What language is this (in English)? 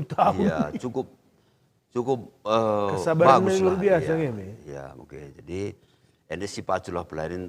Batak Karo